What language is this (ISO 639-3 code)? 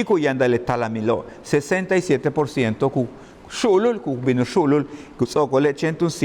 yua